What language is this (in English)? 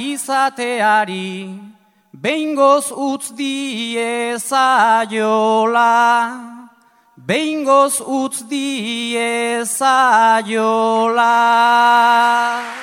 Basque